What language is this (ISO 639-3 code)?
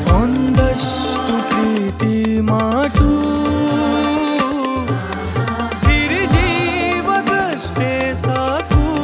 kan